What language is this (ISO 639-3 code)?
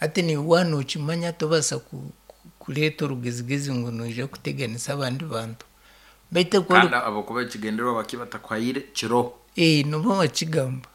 nyn